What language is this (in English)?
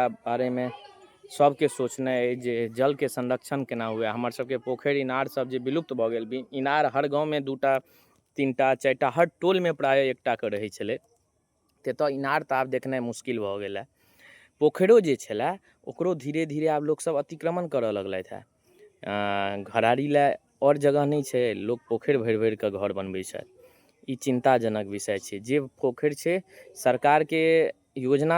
Maithili